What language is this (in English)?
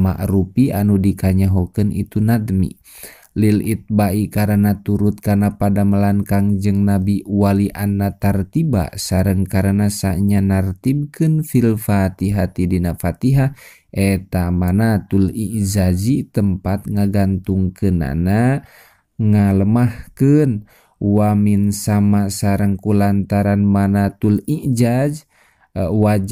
Sundanese